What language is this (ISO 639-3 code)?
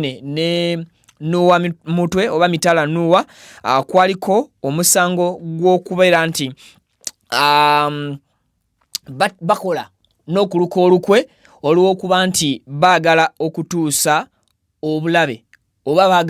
lug